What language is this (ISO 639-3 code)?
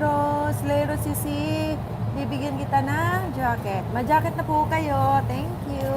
ceb